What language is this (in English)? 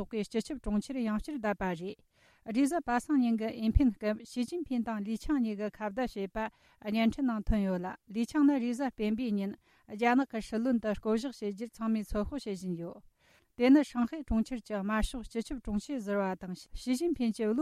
Tibetan